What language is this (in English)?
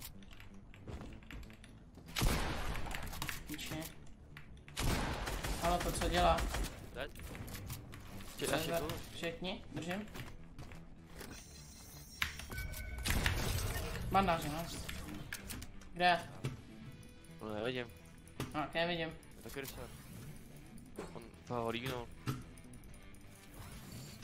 Czech